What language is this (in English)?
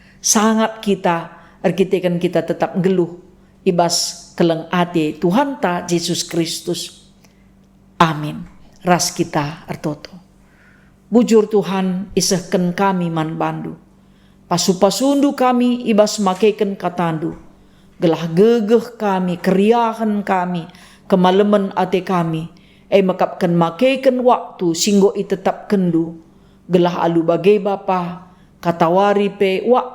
Batak Karo